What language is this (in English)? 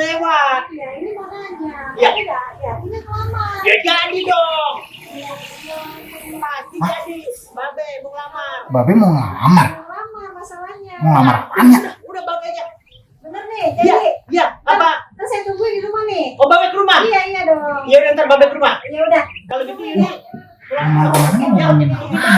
Betawi